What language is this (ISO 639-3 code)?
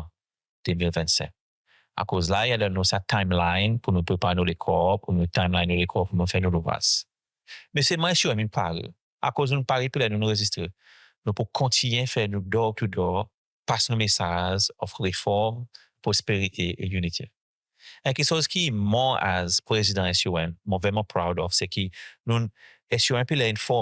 crs